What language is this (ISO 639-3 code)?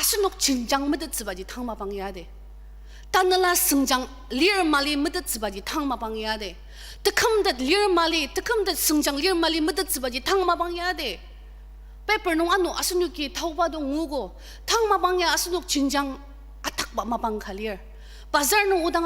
njo